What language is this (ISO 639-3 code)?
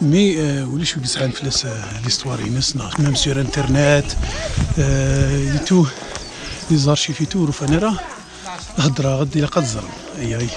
kab